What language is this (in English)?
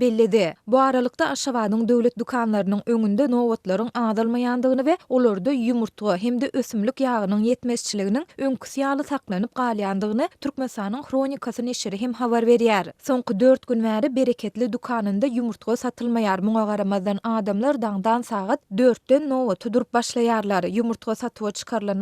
Turkmen